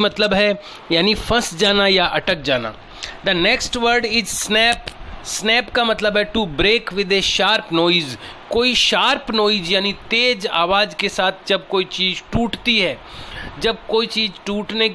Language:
Hindi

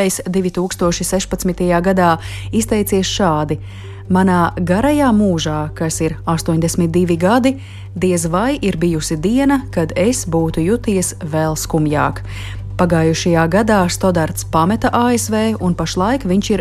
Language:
Latvian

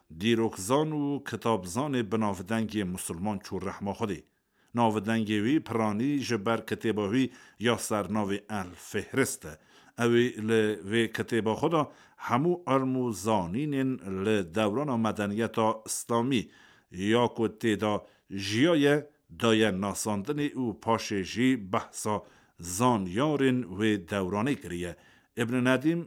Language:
Kurdish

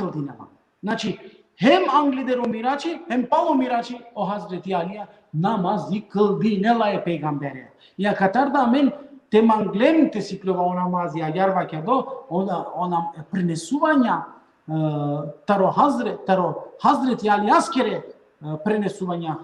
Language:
Balkan Romani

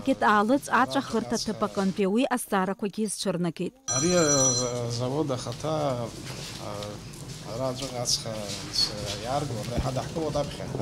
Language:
Abkhazian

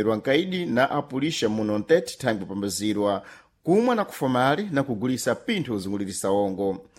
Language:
Sena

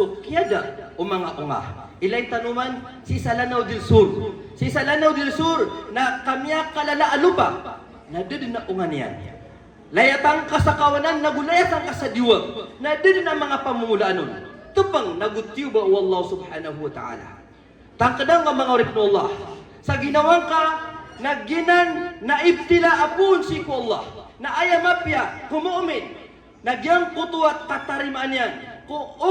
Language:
Maranao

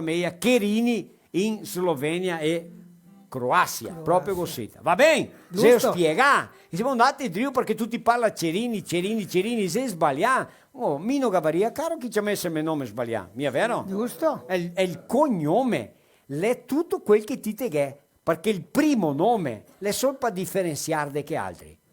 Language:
Venetian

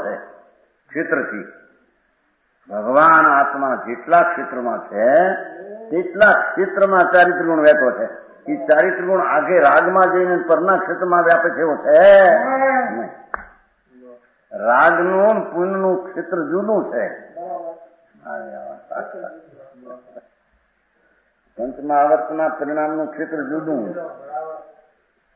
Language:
Gujarati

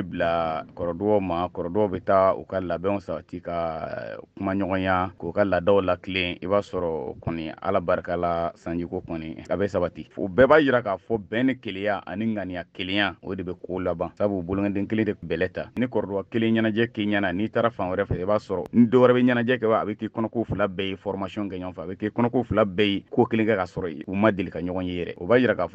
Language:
Bambara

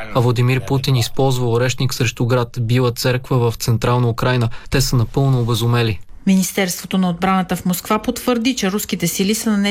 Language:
Bulgarian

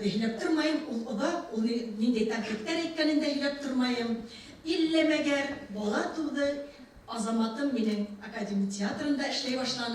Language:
Bashkir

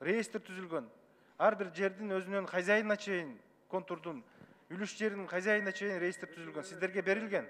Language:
Kyrgyz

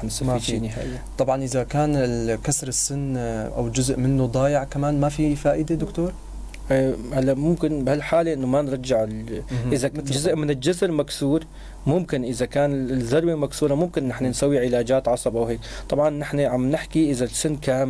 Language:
North Levantine Arabic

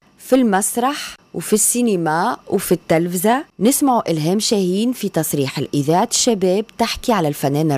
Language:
Tunisian Arabic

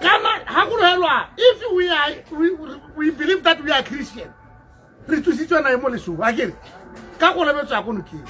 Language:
Tswana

